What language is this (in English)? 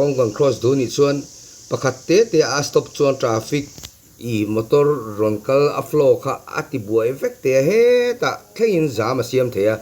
Mizo